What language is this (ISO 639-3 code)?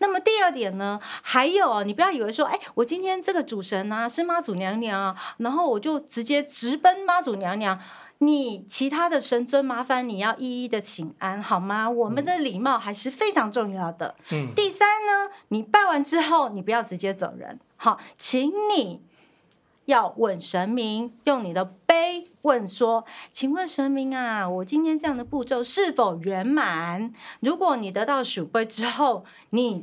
zho